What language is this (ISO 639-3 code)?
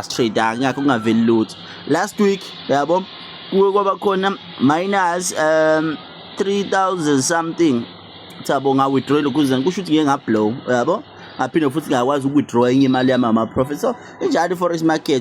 zul